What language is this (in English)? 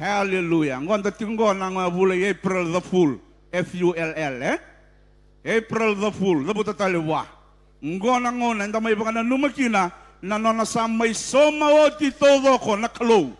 Fijian